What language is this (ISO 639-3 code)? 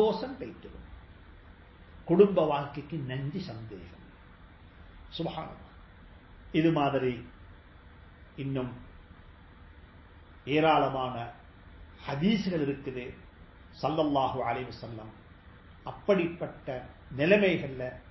tam